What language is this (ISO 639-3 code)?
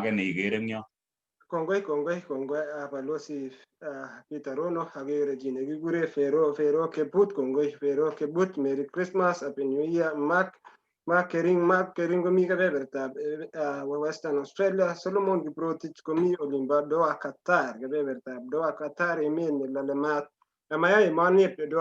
kln